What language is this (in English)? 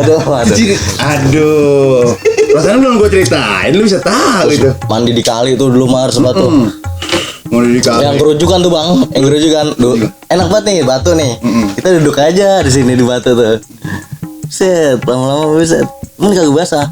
Betawi